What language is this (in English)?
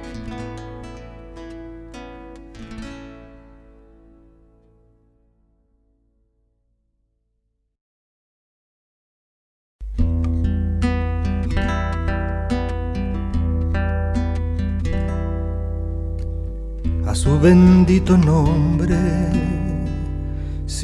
Spanish